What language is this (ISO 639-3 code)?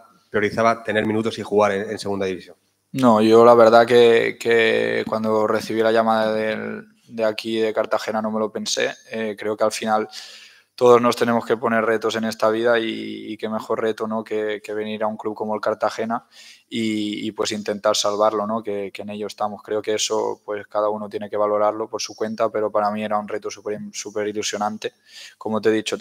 spa